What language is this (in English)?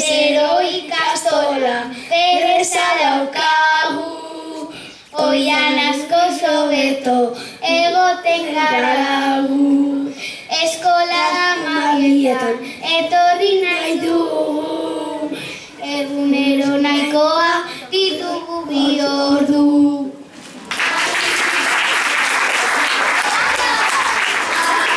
Basque